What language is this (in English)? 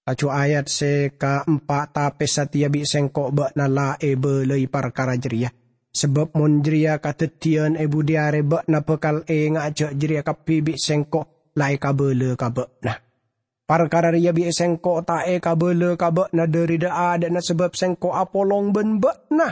Madurese